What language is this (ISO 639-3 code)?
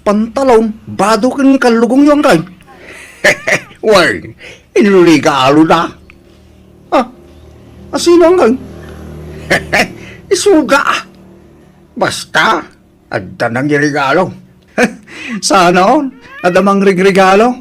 ilo